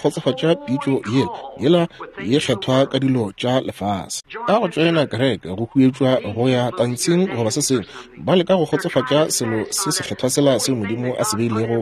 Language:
Northern Sotho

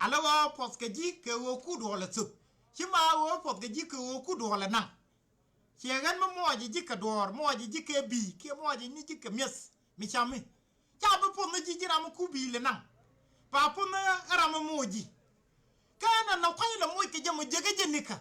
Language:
Nuer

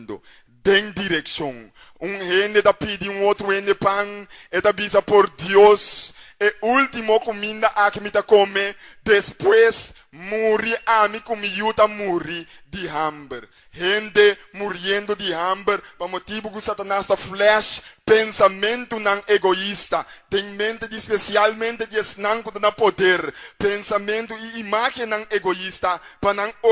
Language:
Papiamento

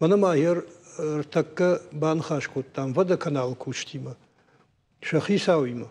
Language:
Ossetic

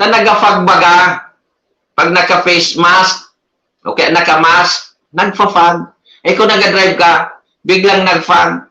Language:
Bikol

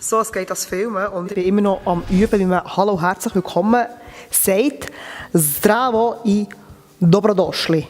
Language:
Swiss German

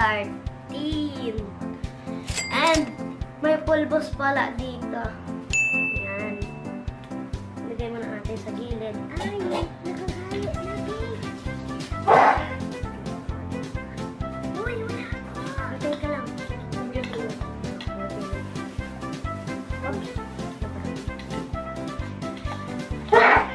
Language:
Filipino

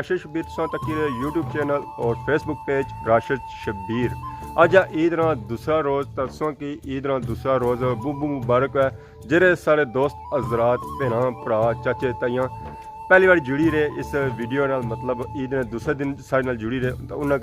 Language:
Pahari-Potwari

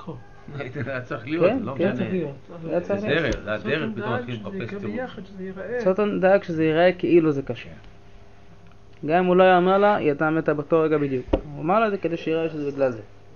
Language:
Hebrew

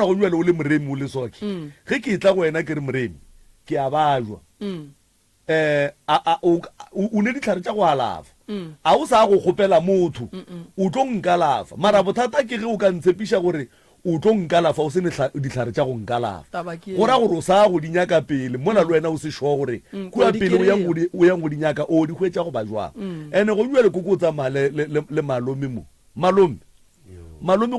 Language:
Northern Sotho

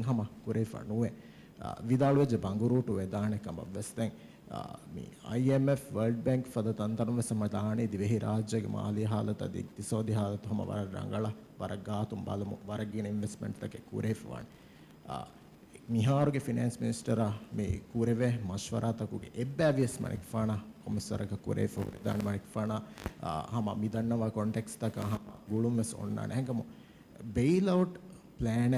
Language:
Divehi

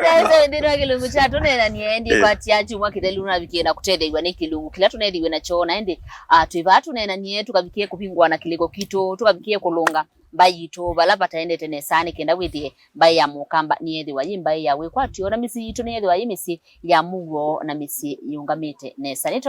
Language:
Kamba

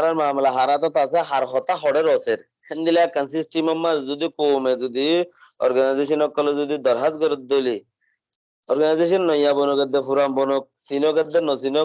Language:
Rohingya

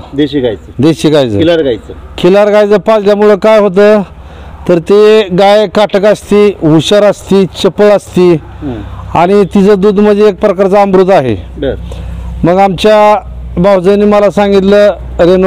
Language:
Marathi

